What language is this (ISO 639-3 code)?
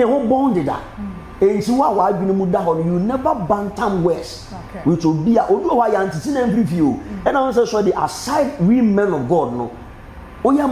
aka